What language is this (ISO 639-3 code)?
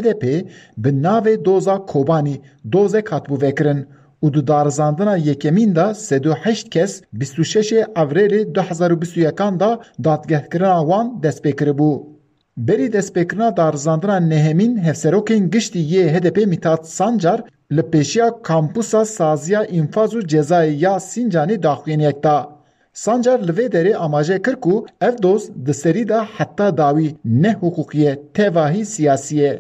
kur